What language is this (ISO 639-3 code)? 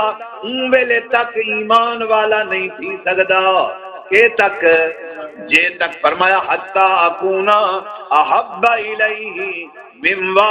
skr